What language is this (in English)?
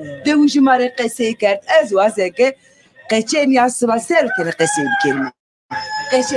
Zaza